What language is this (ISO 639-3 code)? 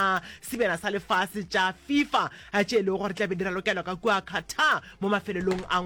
nso